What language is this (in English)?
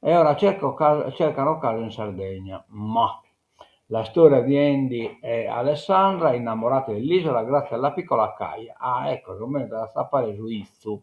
Sardinian